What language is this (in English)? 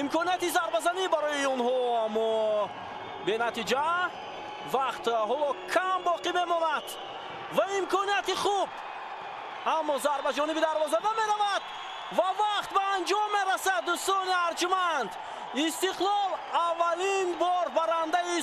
Tajik